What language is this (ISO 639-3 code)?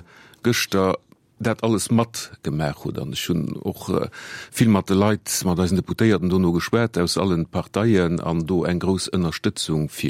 ltz